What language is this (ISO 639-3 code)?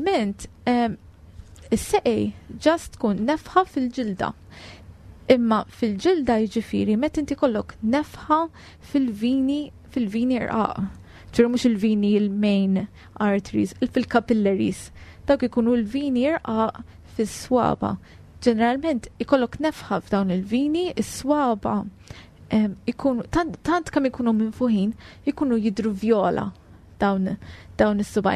mlt